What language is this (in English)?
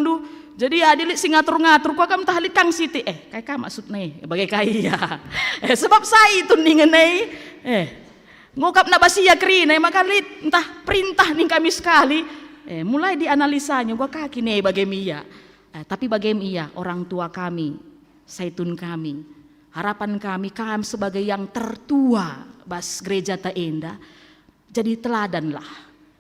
Batak Karo